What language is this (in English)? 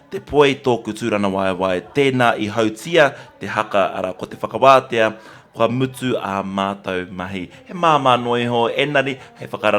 Māori